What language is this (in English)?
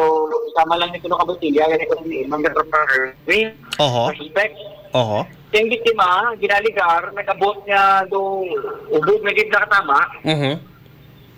Hiligaynon